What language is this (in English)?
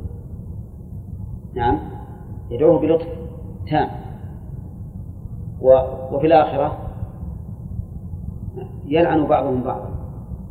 Arabic